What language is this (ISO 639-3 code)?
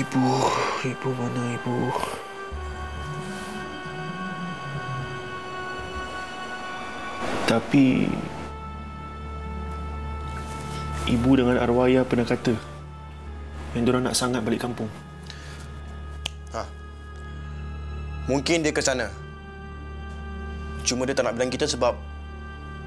msa